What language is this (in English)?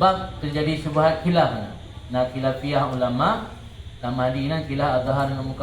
Achinese